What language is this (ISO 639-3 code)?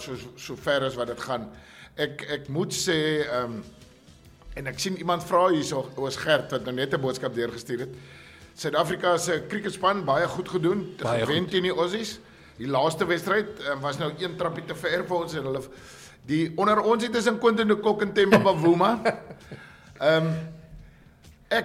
afr